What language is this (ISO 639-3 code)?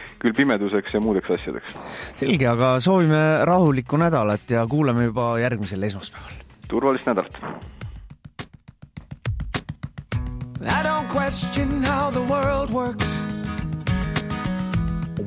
est